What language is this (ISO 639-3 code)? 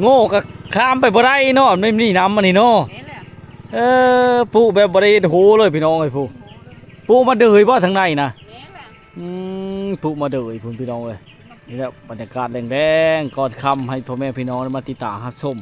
lao